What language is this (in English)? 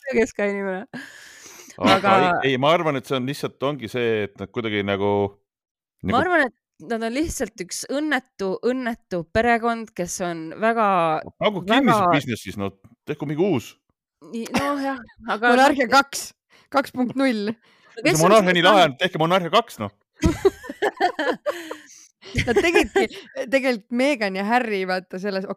Estonian